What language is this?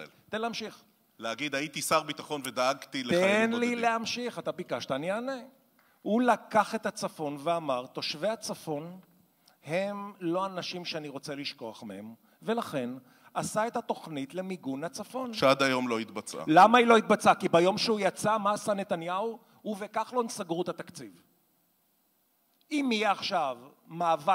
Hebrew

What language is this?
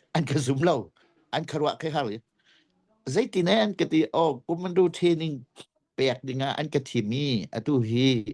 Hakha Chin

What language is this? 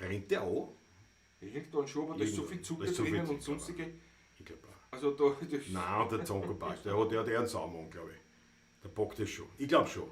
Bavarian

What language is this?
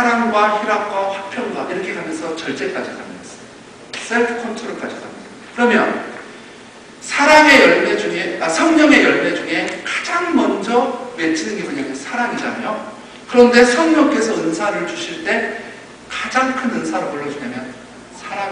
Korean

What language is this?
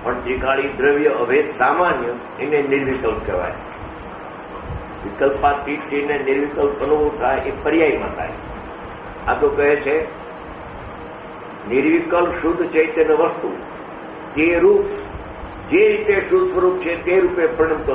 Gujarati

